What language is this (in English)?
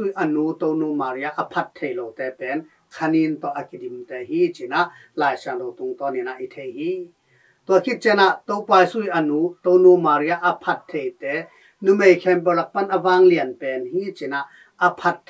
Tedim Chin